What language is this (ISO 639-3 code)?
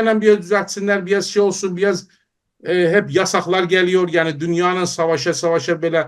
azb